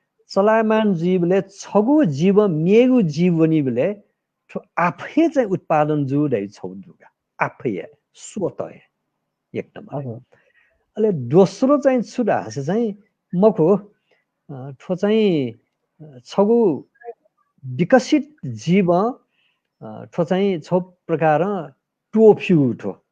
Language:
Newari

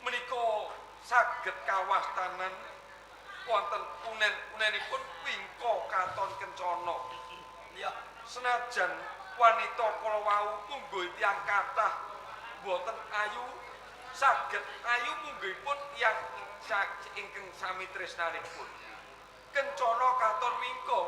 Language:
Javanese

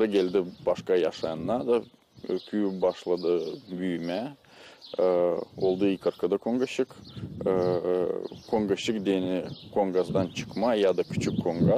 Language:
Gagauz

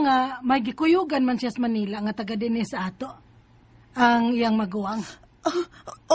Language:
Cebuano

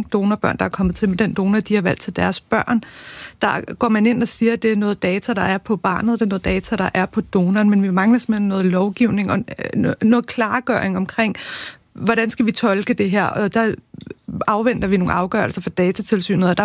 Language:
Danish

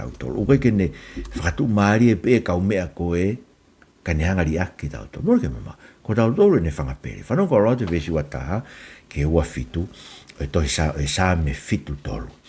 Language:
Tongan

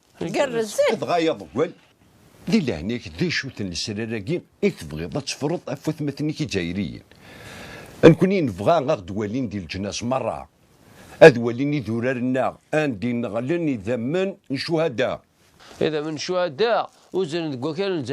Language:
Kabyle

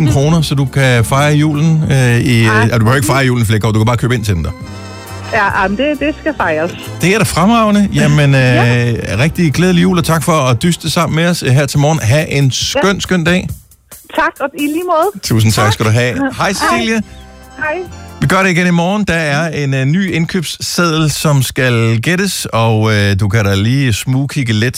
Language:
Danish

